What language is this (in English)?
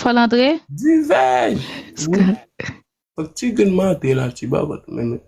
Haitian Creole